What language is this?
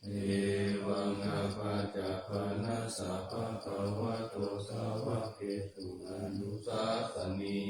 Pali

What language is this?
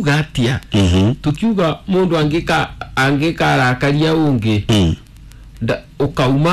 Kikuyu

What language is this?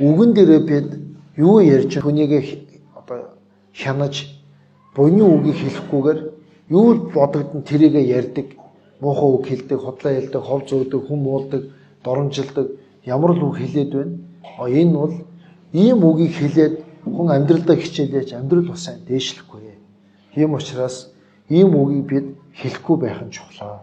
Mongolian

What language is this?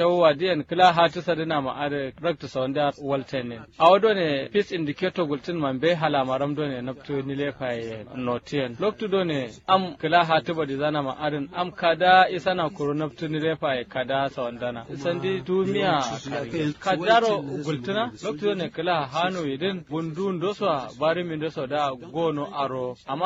Kanuri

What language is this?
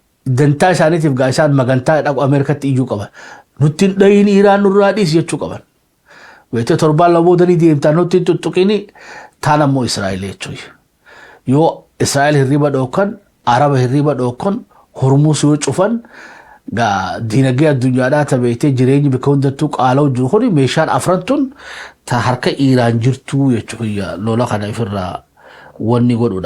Oromo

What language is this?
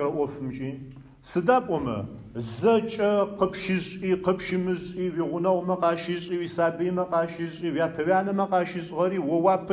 Adyghe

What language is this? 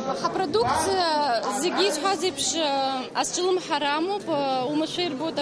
Abkhazian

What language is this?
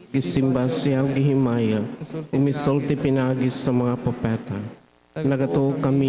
Cebuano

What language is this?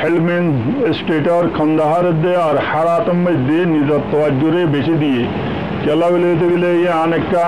Rohingya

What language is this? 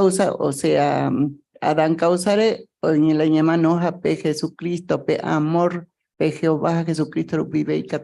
Guarani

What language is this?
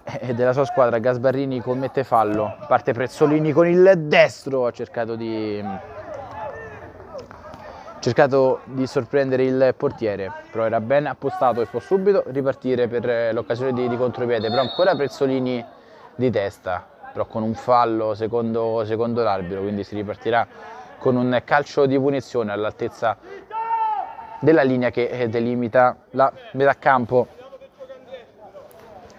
Italian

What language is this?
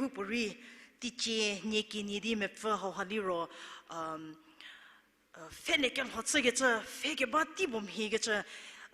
Angami Naga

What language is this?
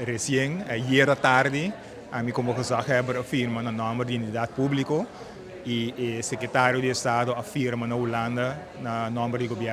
Papiamento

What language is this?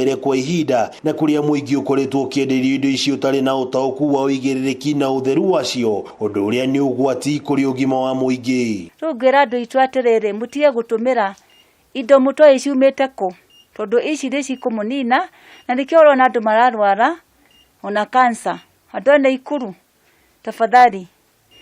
Kikuyu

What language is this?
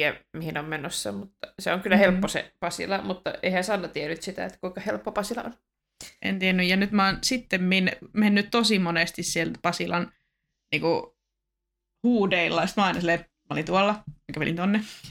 Finnish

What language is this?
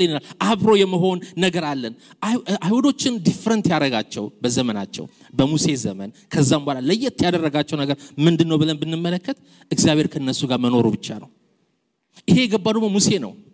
Amharic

